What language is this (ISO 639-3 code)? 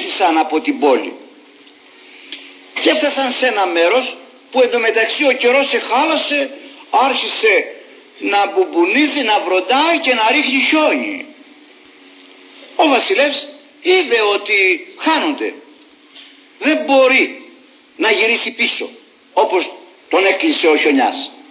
ell